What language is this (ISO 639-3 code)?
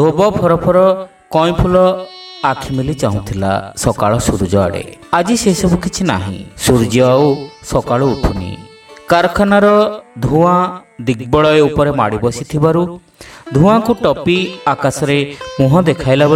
ori